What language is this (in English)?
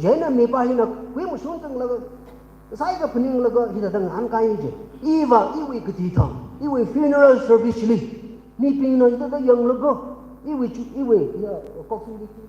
Tangkhul Naga (India)